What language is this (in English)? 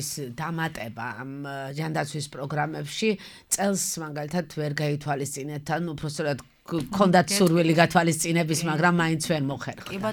Georgian